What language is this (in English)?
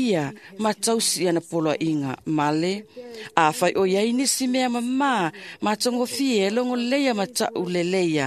Samoan